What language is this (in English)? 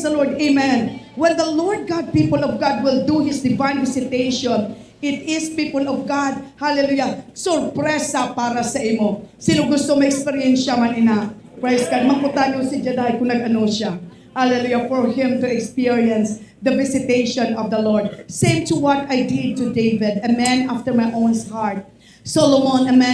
Hiligaynon